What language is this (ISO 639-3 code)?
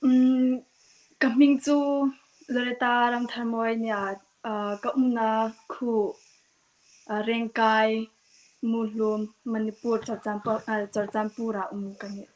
hmr